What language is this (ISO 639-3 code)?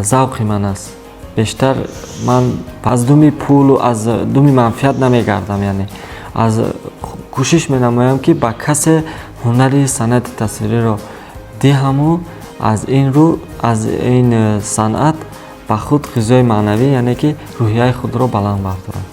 tgk